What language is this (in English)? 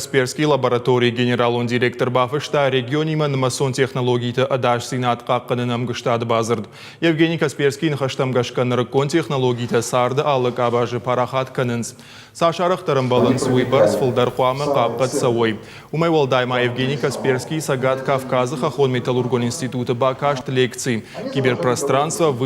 Ossetic